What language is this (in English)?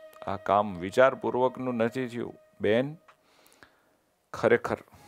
Gujarati